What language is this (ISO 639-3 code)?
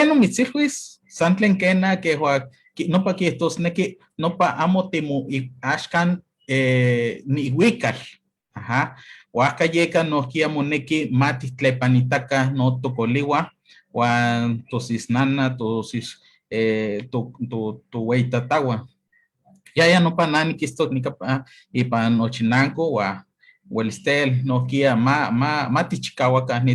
nhe